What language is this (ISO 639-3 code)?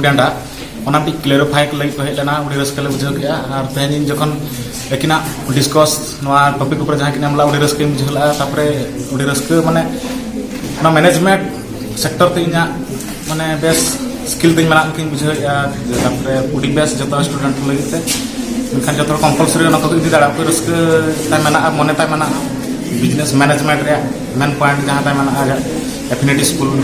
sat